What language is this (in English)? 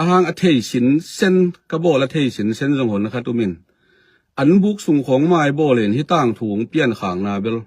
Tedim Chin